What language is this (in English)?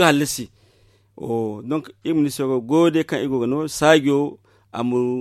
Zarma